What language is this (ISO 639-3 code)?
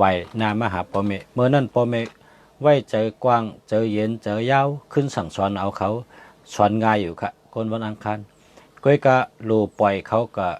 shn